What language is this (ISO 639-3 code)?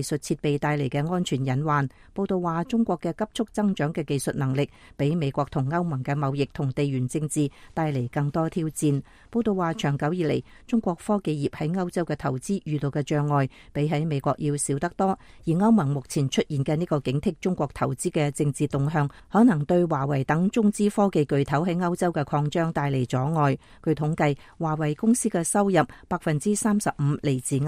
yue